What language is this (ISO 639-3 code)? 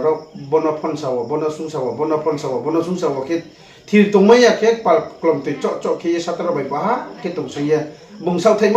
ria